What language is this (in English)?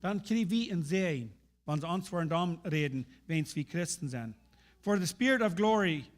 Plautdietsch